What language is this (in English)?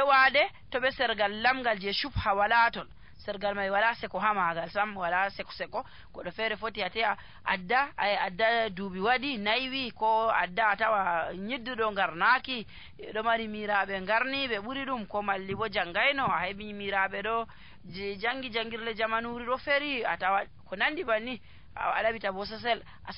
Nigerian Fulfulde